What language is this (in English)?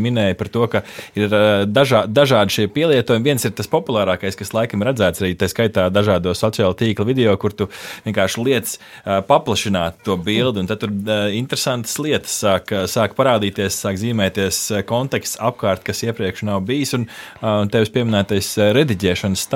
Latvian